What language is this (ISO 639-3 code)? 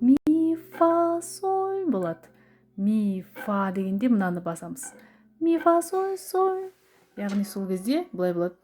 kaz